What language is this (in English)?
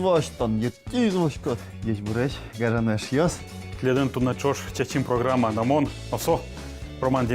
Udmurt